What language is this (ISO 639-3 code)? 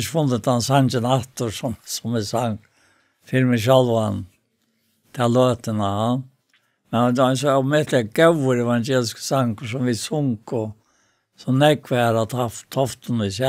fao